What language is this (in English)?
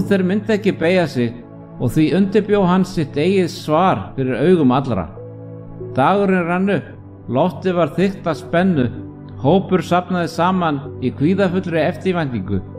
Icelandic